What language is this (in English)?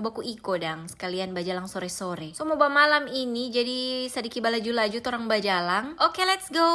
Manado Malay